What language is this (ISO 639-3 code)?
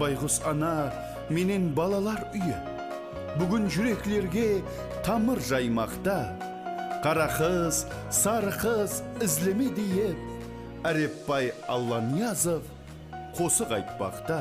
kaa